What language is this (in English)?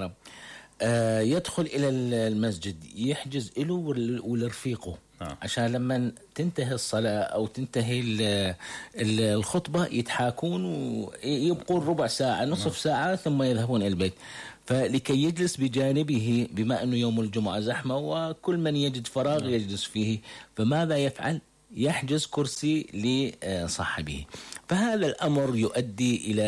Arabic